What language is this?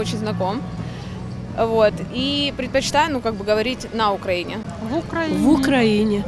Crimean Tatar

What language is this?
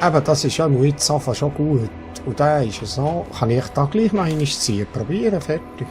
Swiss German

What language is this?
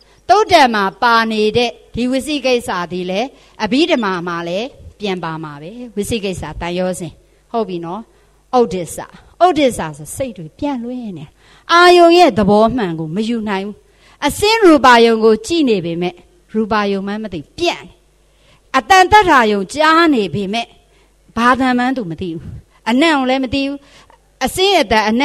Burmese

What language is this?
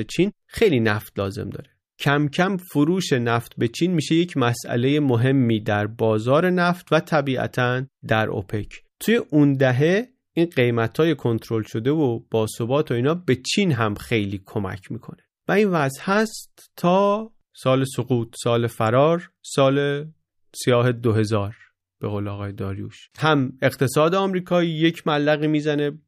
Persian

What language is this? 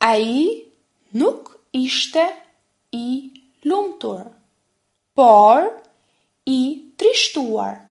Albanian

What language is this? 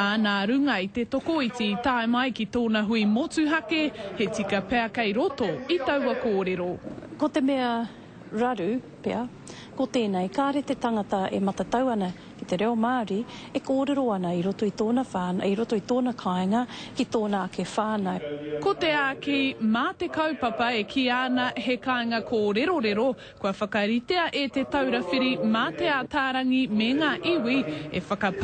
Māori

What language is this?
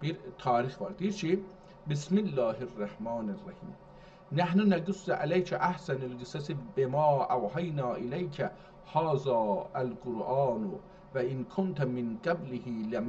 South Azerbaijani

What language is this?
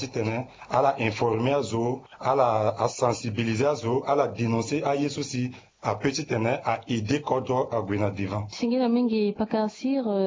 Sango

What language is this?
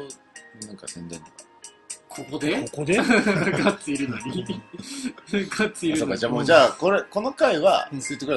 Japanese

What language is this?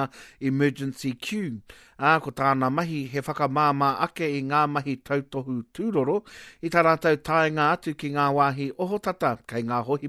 Māori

